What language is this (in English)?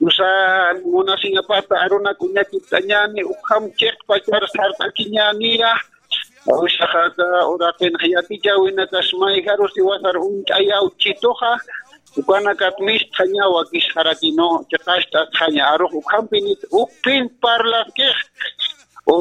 Aymara